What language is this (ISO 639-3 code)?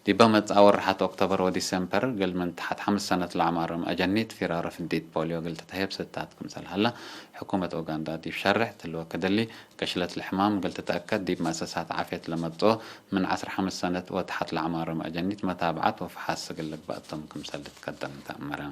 tig